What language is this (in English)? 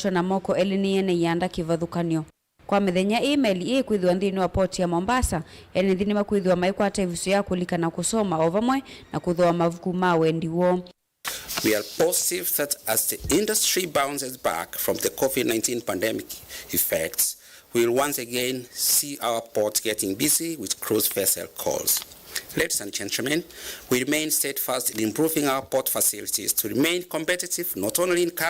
Kamba